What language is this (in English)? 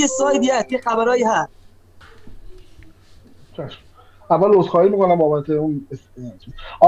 Persian